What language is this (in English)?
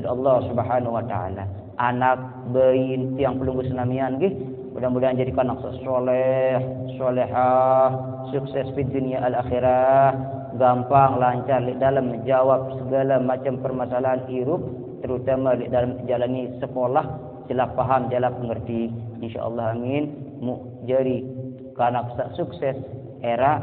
Sasak